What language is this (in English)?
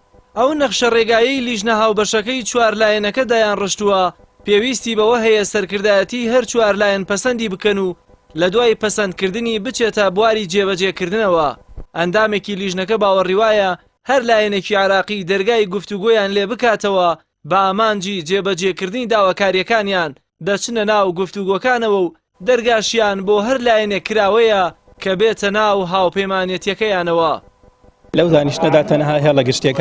Central Kurdish